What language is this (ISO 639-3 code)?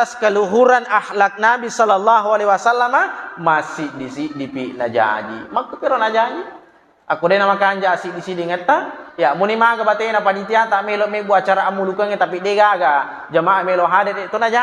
bug